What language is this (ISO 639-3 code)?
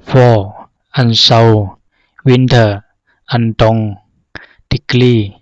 zha